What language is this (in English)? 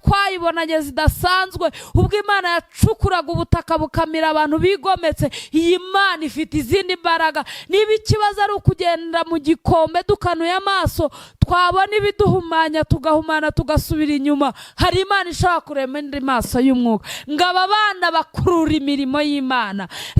Kinyarwanda